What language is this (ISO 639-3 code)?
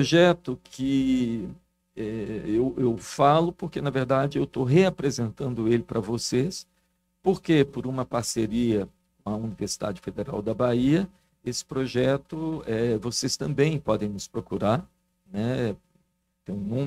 por